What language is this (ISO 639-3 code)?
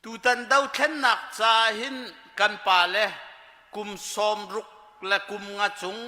cnh